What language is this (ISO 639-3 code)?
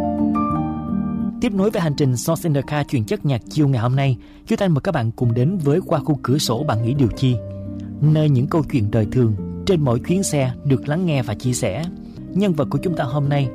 vie